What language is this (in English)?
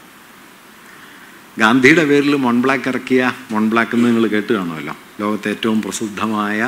Malayalam